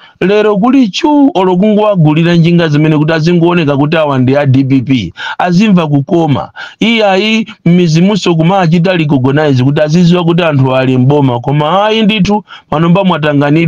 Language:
Nyanja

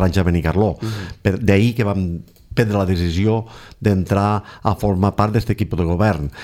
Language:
Catalan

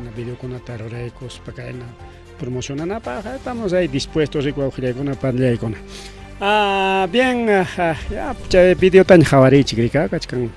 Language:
Ayacucho Quechua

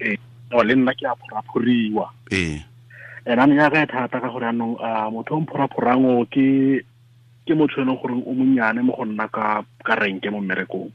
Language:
Tswana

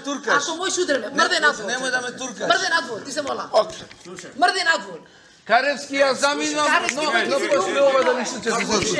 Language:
Macedonian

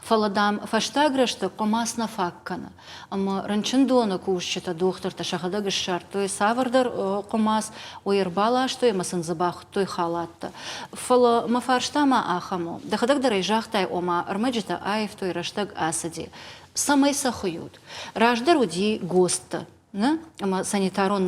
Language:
Ossetic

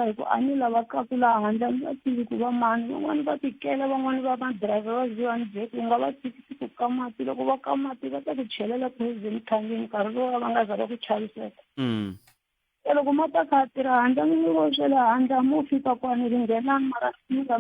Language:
Tsonga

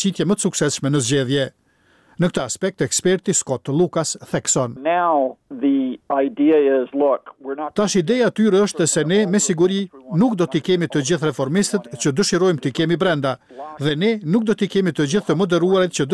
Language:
Albanian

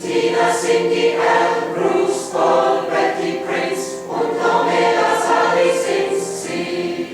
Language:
Swiss German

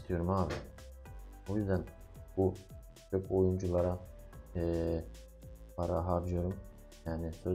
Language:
Turkish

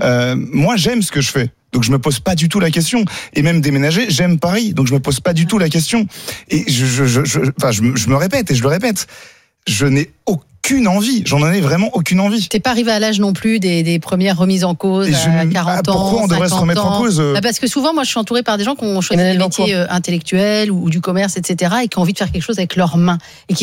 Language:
French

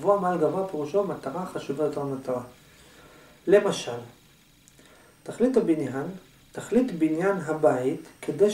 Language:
Hebrew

